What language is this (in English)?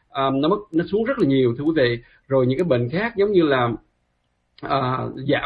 Vietnamese